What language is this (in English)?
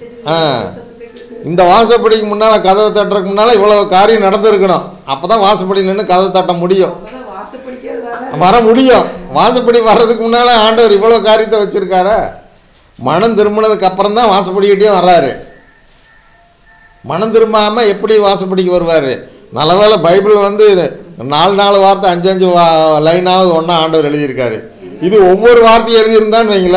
Tamil